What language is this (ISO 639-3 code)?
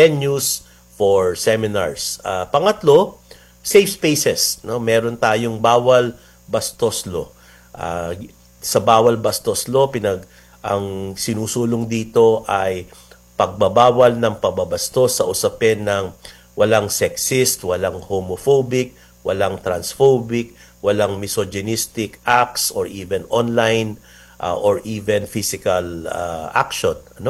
fil